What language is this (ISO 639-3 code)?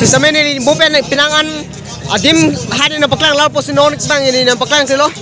mjw